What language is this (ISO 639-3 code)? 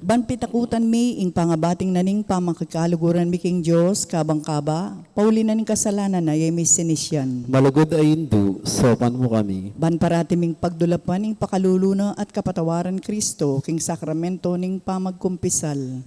pam